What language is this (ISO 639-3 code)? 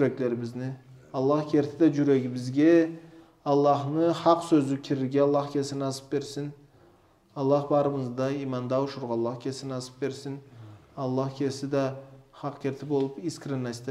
krc